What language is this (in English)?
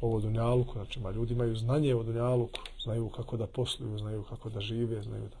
Bosnian